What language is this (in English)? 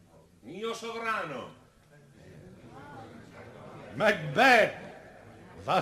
Italian